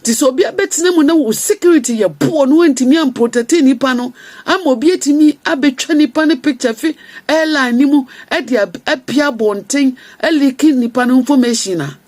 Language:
Akan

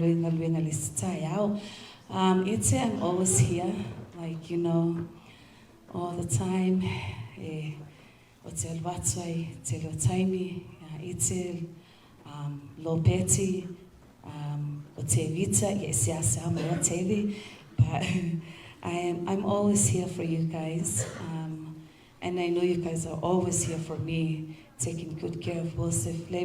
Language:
Samoan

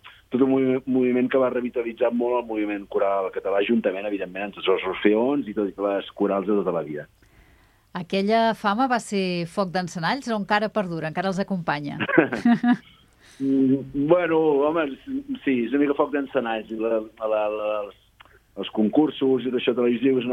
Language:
Catalan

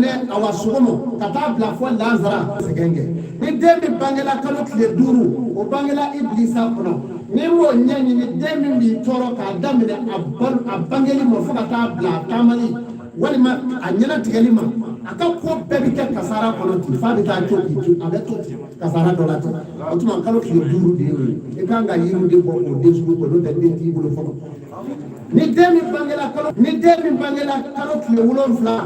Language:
Bambara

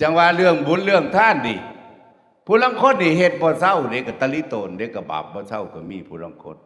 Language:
Northeastern Thai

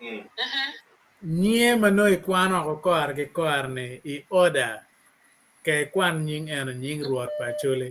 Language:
Acoli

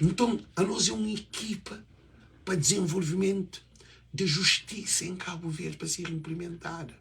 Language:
Kabuverdianu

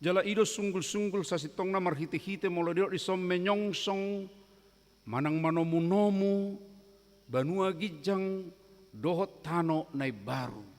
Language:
Batak Toba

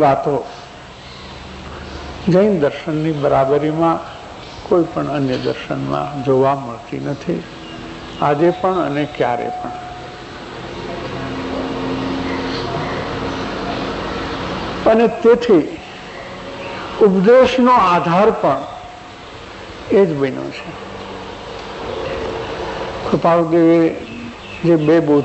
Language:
Gujarati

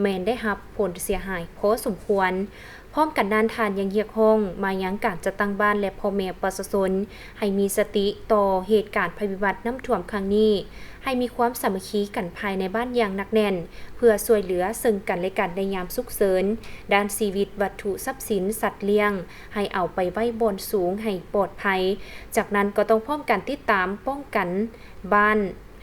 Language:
Lao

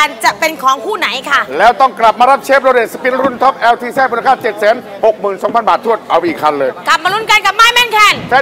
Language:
Thai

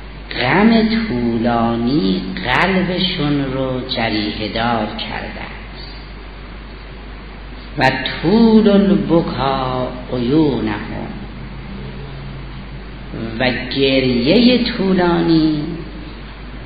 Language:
Persian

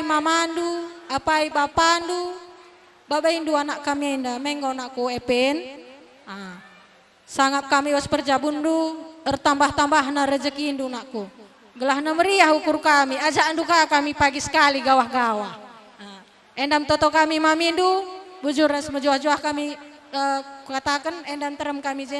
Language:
Batak Karo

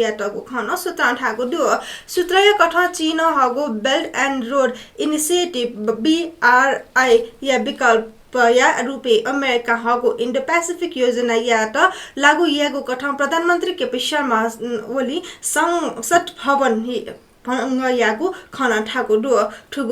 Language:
Newari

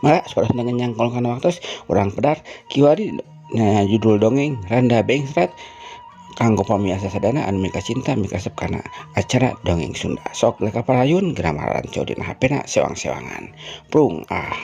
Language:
Sundanese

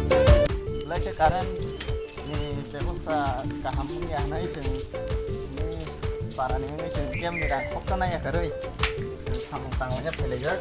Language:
Kok Borok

